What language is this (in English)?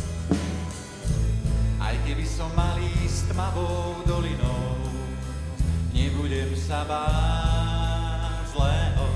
Slovak